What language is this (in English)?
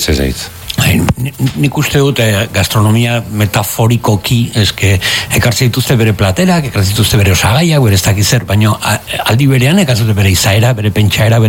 Basque